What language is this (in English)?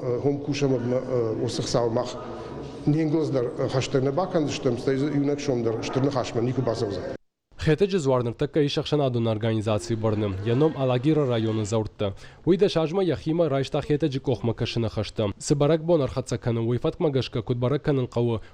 Ossetic